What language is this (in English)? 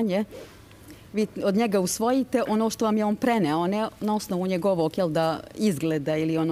Serbian